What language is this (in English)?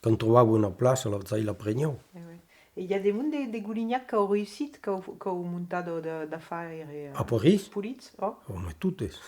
Occitan